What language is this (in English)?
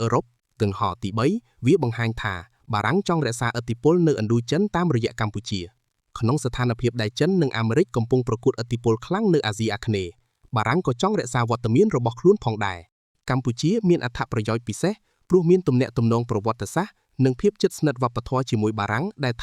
Khmer